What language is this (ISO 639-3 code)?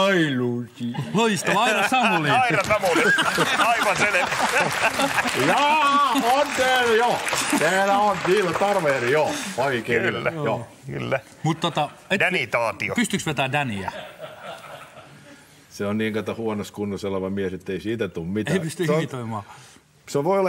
fin